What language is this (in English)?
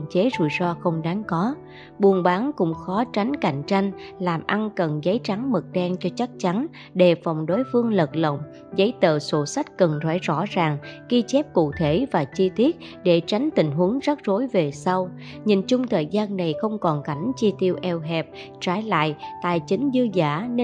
Vietnamese